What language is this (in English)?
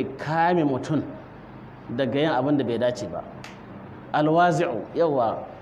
Hausa